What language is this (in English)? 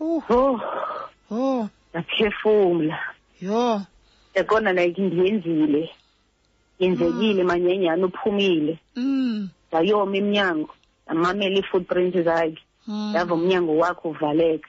Xhosa